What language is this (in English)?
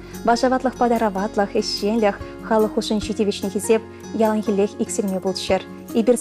Chuvash